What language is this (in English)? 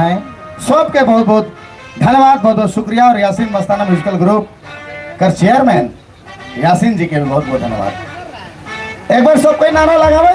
Sadri